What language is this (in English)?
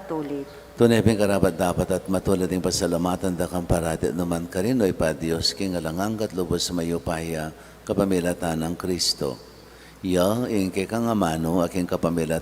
Pampanga